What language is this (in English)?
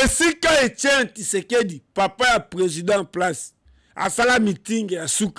Lingala